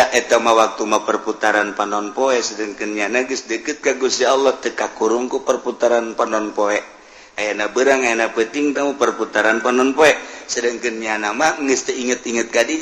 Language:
Sundanese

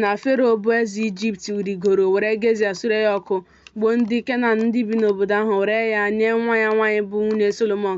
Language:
Igbo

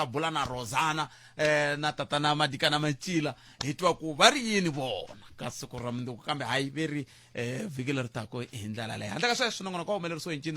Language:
Tsonga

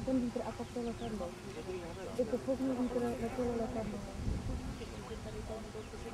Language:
Czech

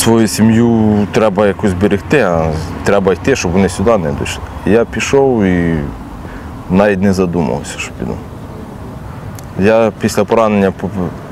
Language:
Ukrainian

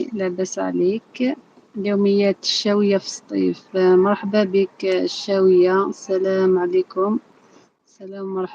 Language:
Algerian Arabic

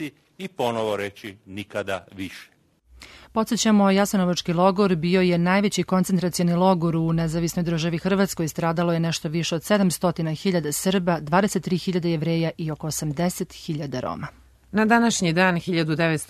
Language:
Serbian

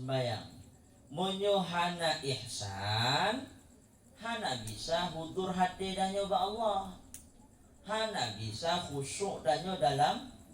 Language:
Achinese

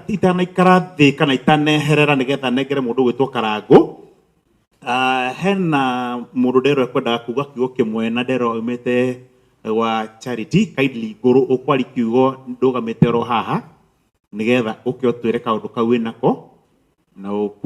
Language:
Kikuyu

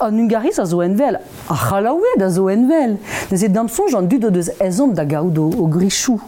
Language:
Breton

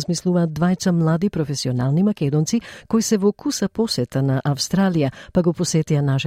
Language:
Macedonian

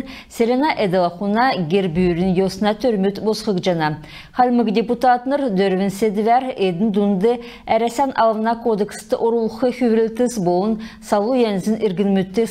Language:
Kalmyk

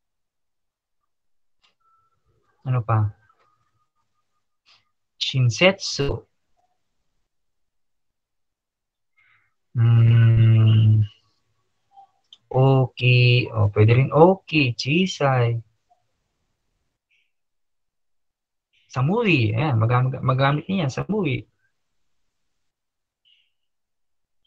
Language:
Filipino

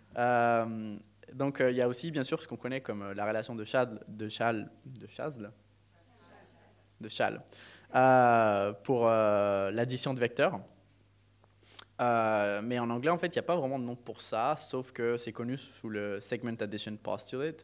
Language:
French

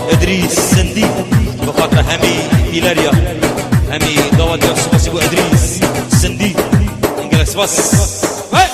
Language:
Kurdish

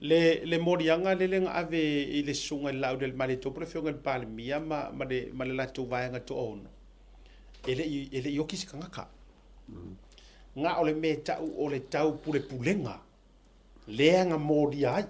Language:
Samoan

